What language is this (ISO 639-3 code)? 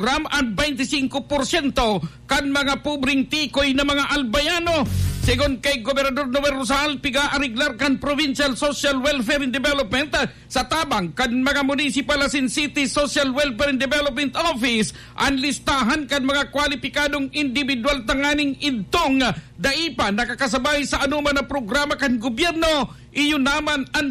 bik